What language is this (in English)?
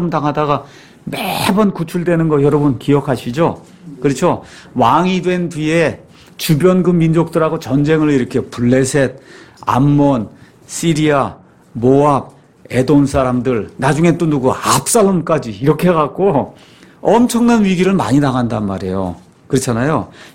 Korean